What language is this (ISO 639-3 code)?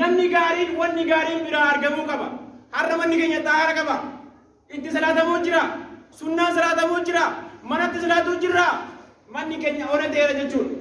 orm